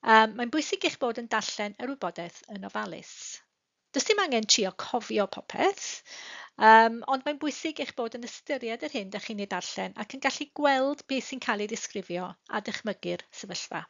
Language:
Welsh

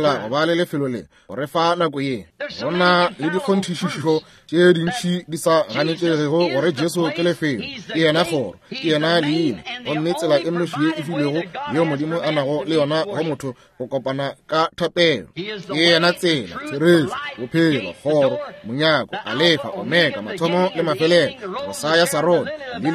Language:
Northern Sotho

